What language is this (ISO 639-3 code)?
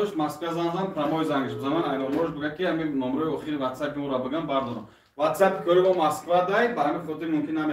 tgk